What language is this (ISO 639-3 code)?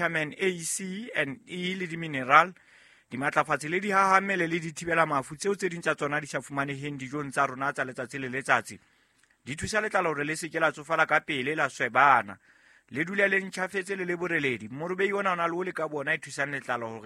sot